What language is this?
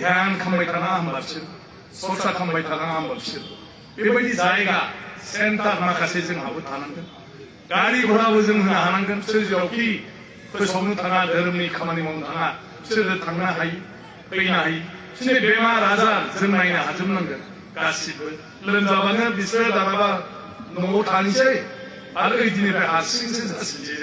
Bodo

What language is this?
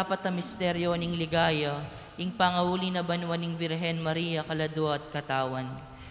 Pampanga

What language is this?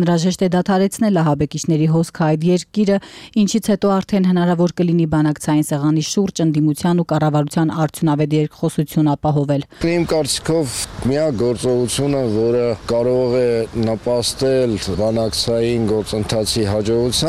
Armenian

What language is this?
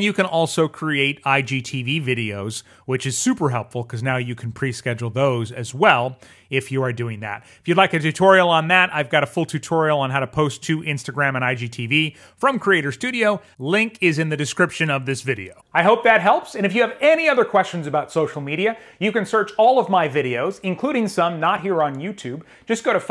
English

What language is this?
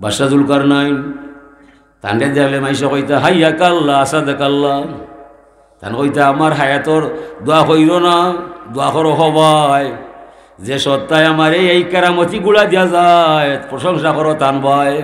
Sylheti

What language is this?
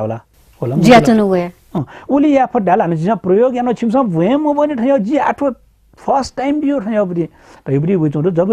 Newari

